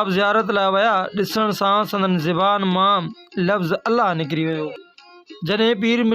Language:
Sindhi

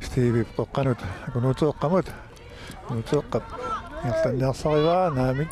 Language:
Kalaallisut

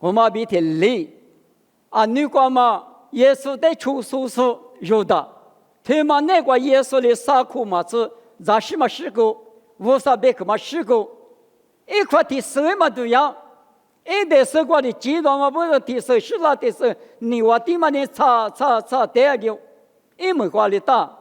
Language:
Lisu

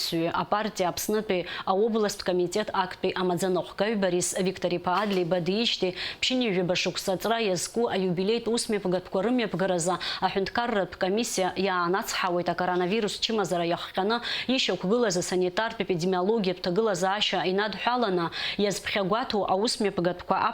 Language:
Abkhazian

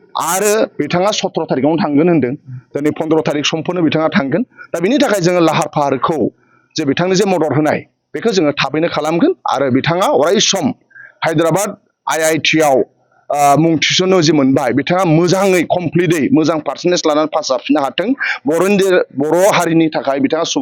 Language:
Bodo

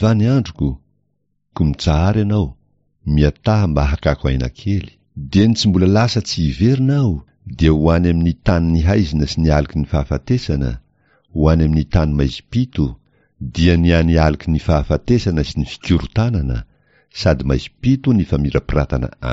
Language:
Malagasy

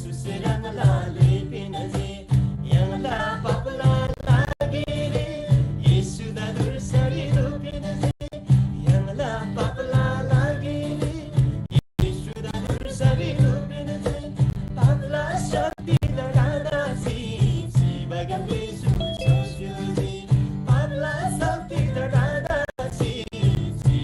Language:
Eastern Tamang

